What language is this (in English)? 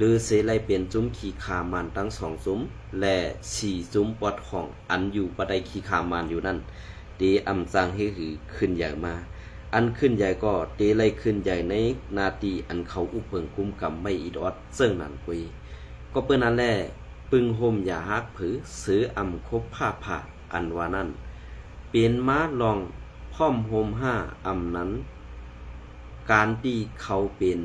Shan